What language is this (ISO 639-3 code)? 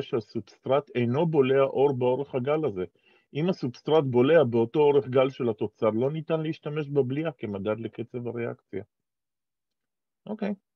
heb